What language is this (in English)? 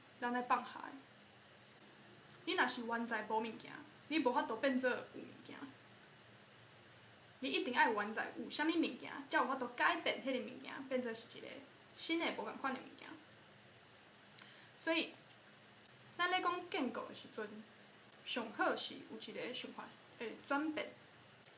Min Nan Chinese